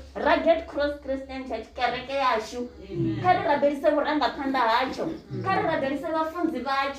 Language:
Venda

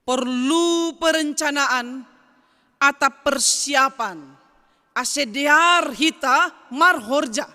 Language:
Batak Simalungun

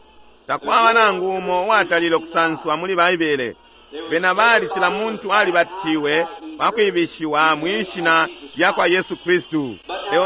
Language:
Bemba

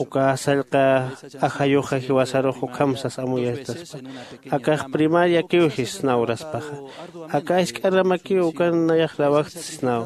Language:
Aymara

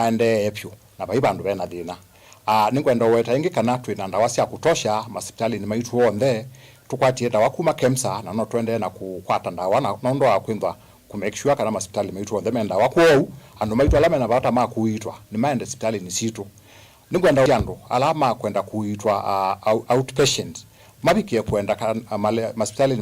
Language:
Kamba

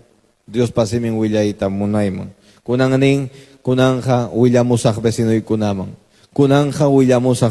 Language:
Quechua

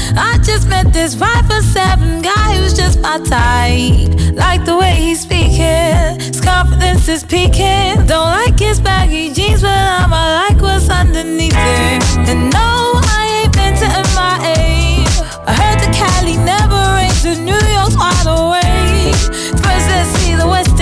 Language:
English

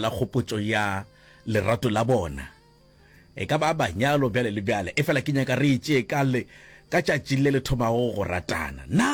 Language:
Northern Sotho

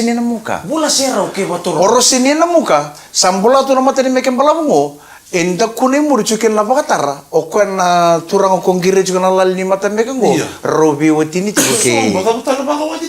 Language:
Fijian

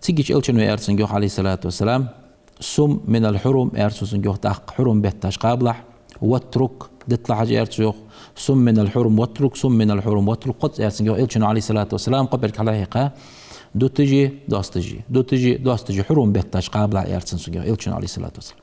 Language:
Ingush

